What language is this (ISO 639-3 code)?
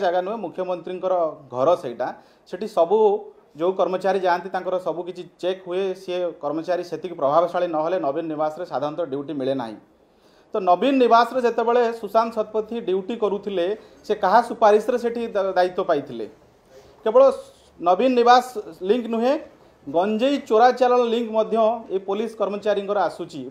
ori